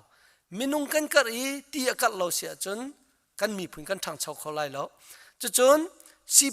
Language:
Hakha Chin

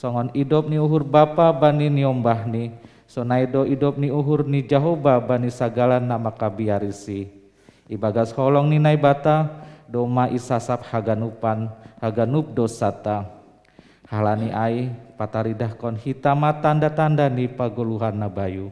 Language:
Batak Simalungun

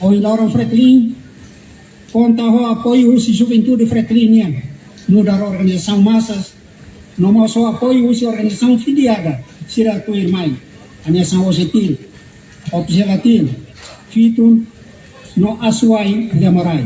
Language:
Tetum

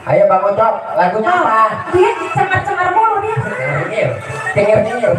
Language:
Betawi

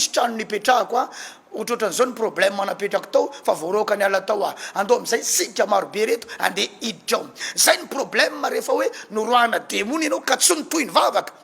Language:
Malagasy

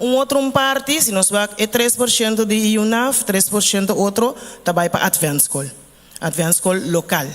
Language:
Papiamento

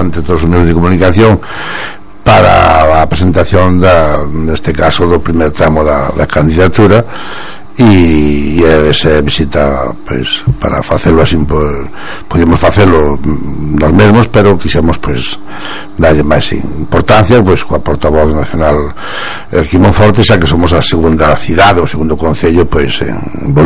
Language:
Galician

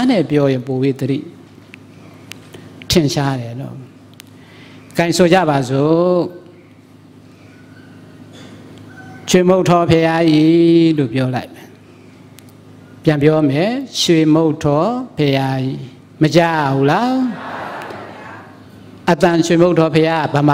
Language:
Burmese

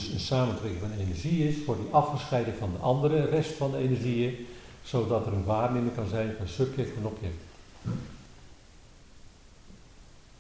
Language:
Dutch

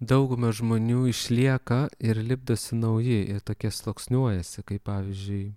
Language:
Lithuanian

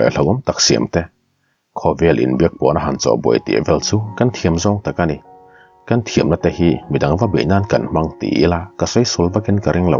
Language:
Mizo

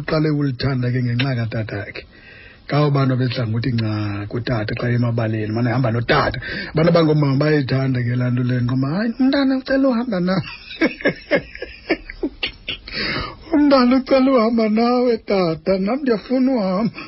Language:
Xhosa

